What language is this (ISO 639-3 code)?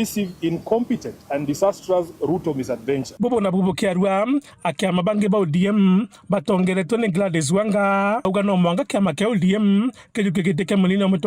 mer